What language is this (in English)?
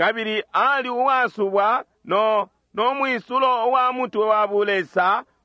Bemba